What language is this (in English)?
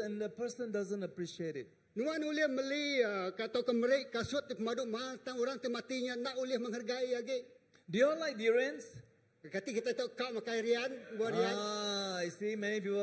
Iban